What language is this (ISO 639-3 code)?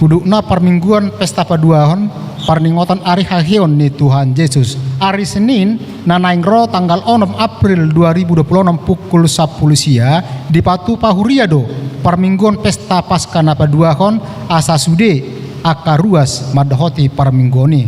bbc